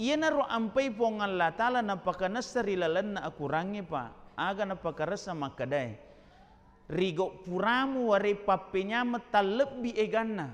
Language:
Buginese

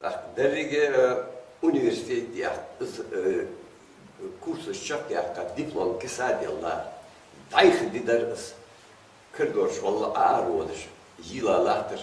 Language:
Ingush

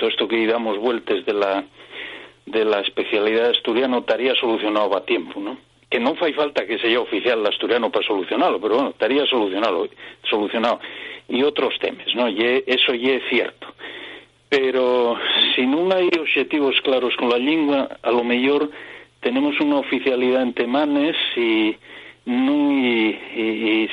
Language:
Asturian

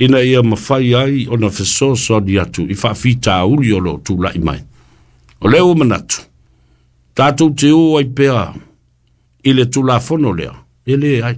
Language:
Samoan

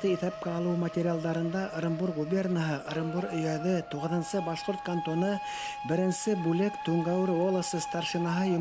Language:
Bashkir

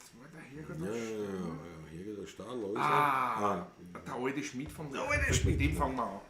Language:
Bavarian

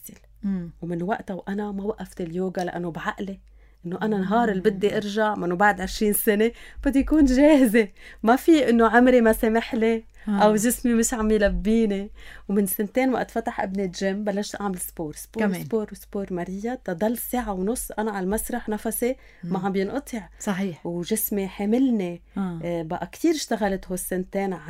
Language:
North Levantine Arabic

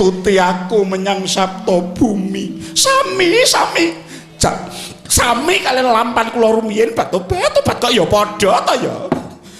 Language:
Javanese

